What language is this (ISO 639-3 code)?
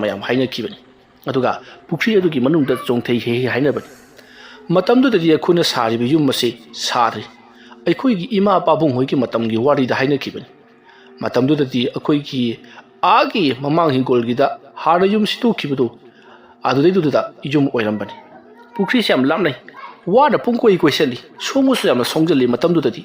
mni